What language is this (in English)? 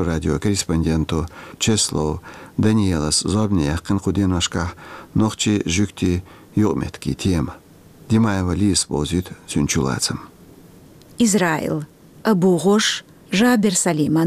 Chechen